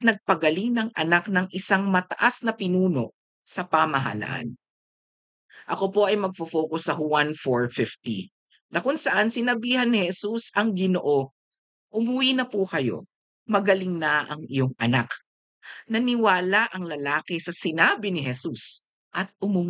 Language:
Filipino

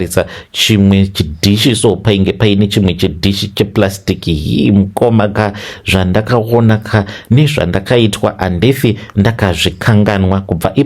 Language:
Shona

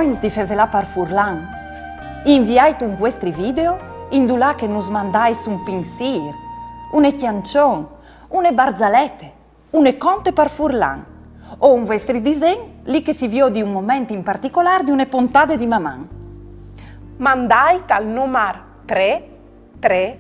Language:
Friulian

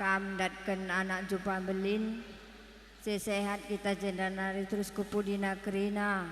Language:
Batak Karo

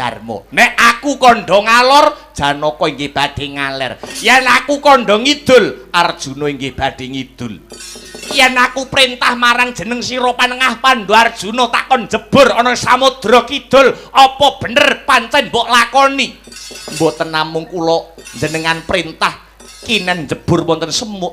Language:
Javanese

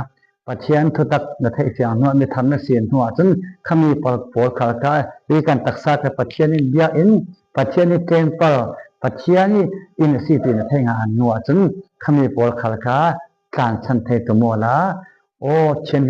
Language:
Falam Chin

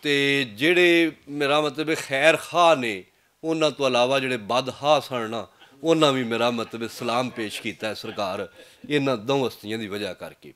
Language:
Western Panjabi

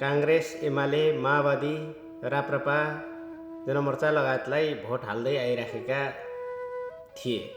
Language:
Nepali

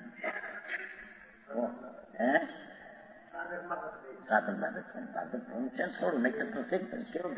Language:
Gujarati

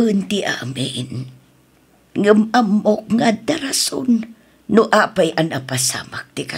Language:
Iloko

